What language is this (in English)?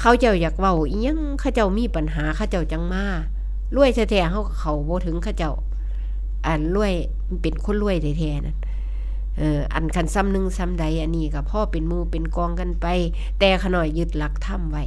Northeastern Thai